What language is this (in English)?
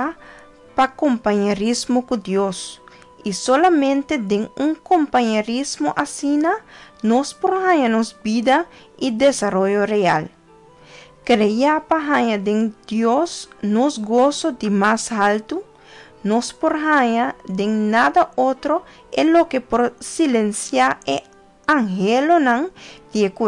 Papiamento